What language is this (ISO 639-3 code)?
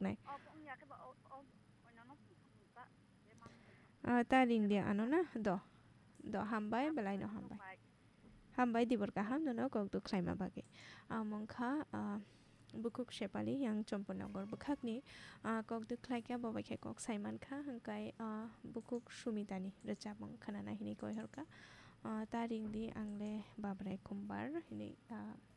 trp